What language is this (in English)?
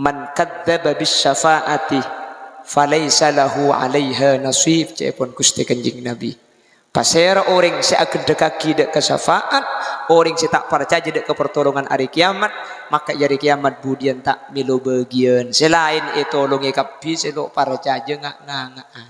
Madurese